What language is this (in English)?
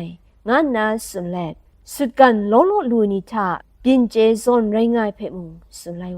Kachin